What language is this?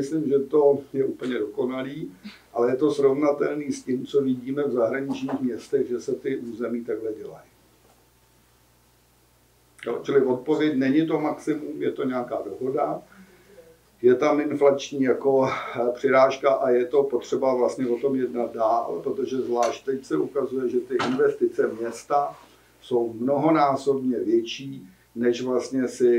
Czech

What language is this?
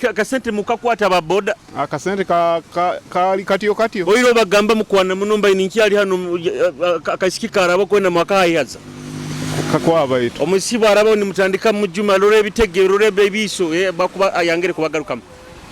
Nyoro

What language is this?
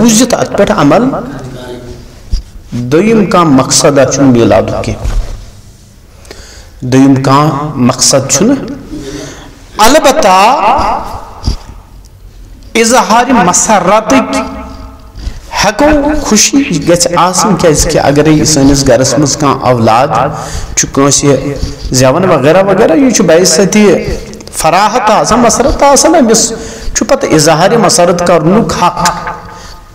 Kashmiri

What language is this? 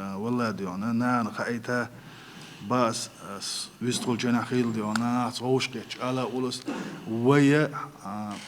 Chechen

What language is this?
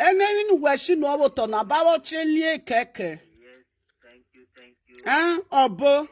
Nigerian Pidgin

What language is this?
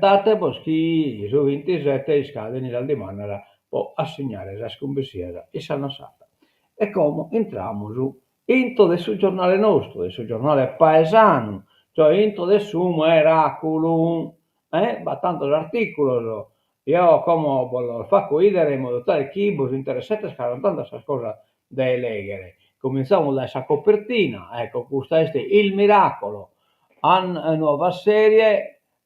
Sardinian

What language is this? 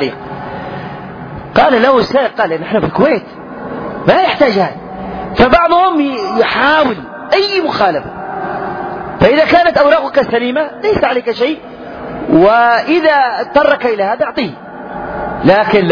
Arabic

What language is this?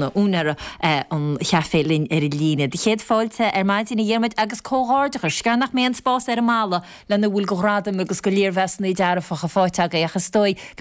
Irish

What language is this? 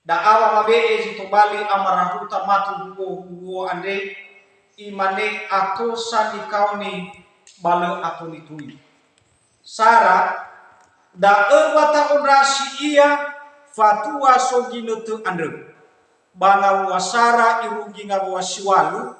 Nias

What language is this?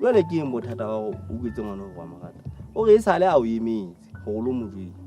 Southern Sotho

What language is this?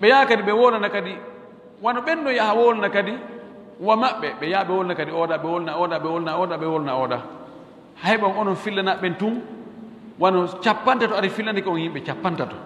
Pular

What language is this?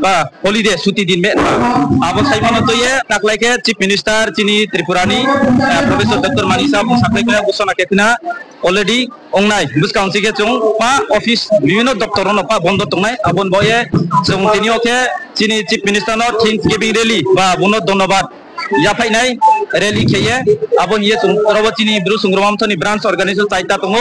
Riang (India)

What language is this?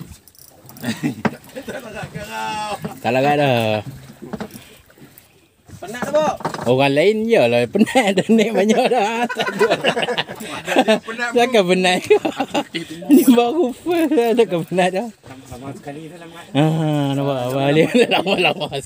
Malay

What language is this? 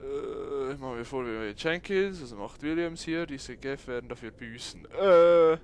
Swiss German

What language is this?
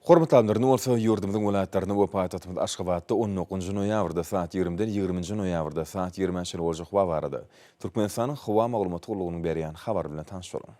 Turkmen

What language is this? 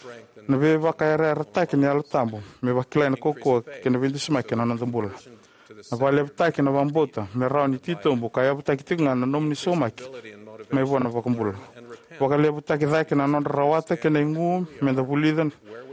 Fijian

